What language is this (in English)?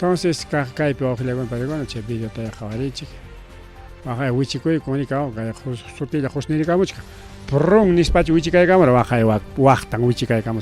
Ayacucho Quechua